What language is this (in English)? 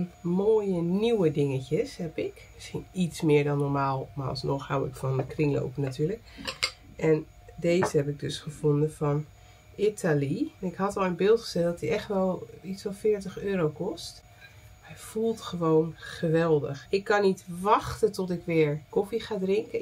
Dutch